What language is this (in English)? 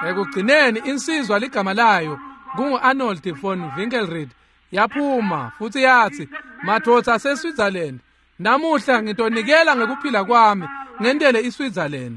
Swati